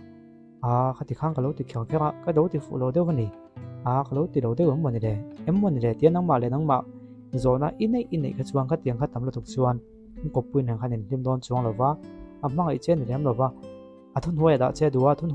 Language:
Mizo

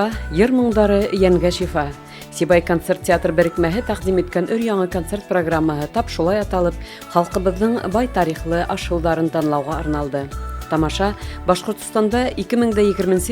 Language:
Bashkir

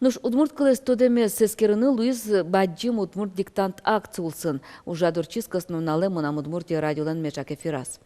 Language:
Udmurt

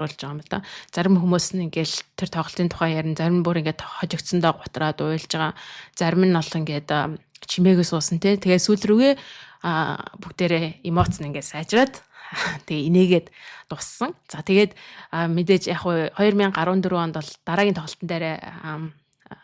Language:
Mongolian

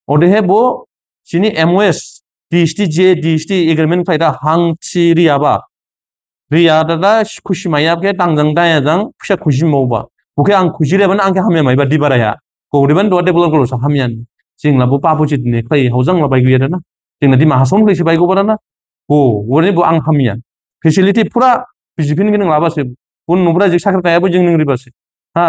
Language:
Dimasa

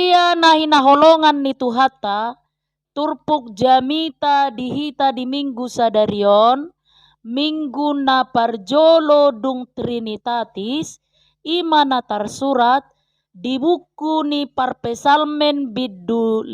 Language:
Batak Toba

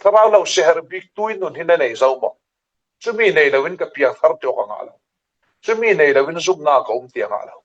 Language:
Falam Chin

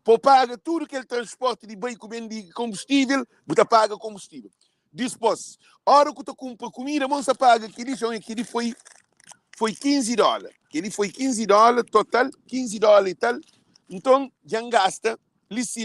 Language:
Kabuverdianu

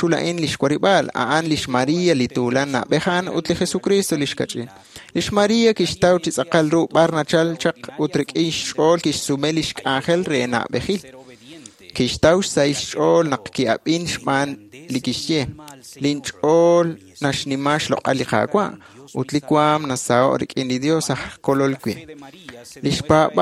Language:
Kekchí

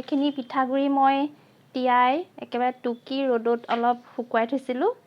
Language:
Assamese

